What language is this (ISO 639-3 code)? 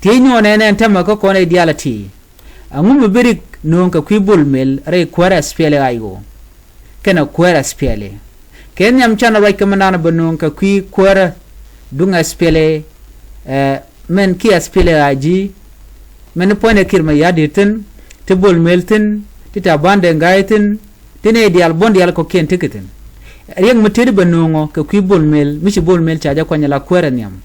nus